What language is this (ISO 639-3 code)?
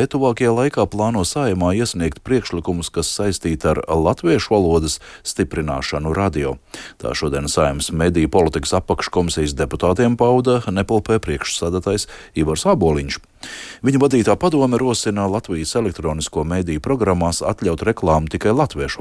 lav